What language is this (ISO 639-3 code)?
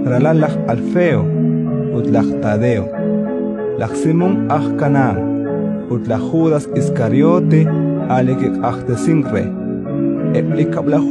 kek